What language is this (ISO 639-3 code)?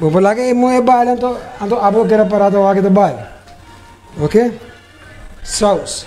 pap